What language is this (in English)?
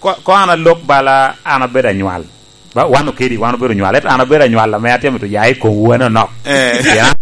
Lango (Uganda)